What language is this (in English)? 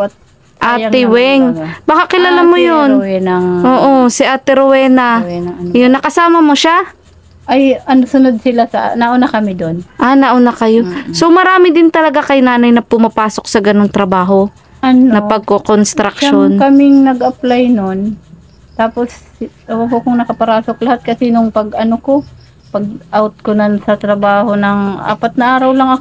Filipino